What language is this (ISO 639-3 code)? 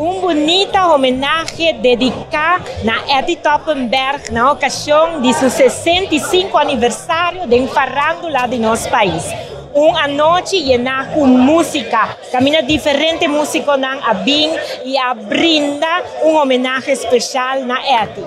pap